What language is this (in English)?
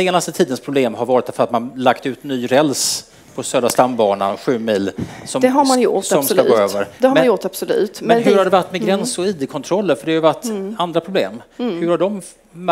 Swedish